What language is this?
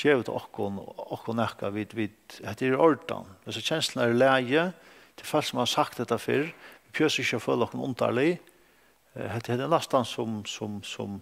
Faroese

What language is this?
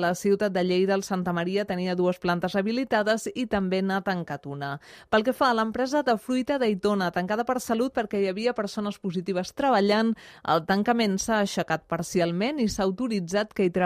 Catalan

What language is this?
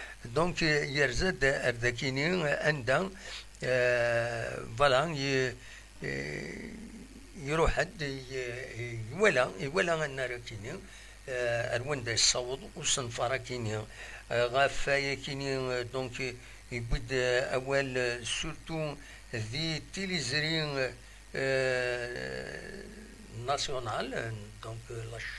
Kabyle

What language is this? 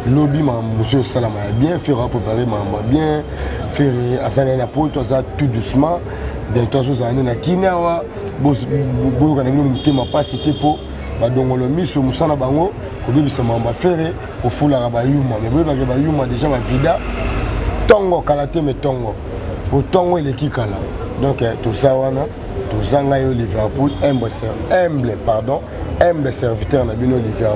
Lingala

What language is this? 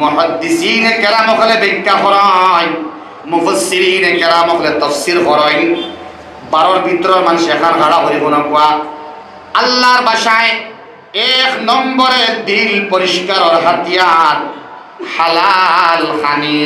Sylheti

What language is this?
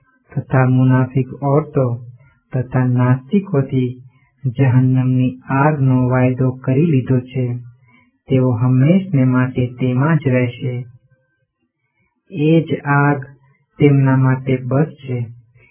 Gujarati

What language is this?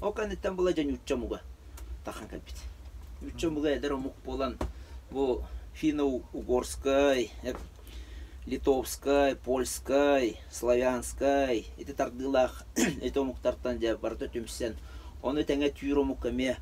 Yakut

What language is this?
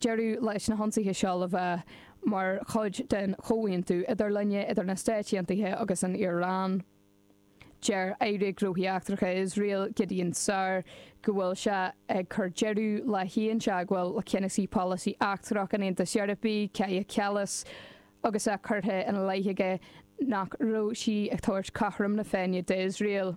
Irish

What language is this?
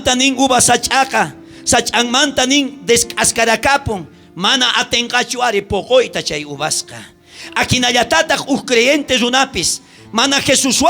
South Bolivian Quechua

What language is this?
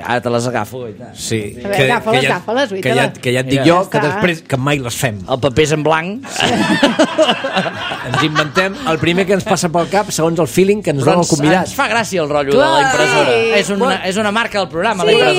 Catalan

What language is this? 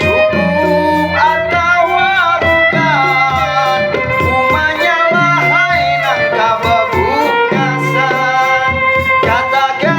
Banjar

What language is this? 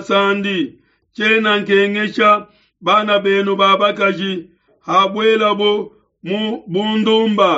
Luba-Lulua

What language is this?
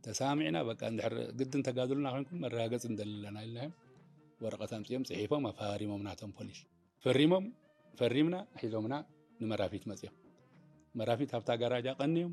Tigrinya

